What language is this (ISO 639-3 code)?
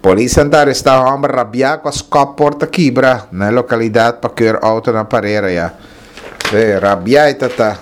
pap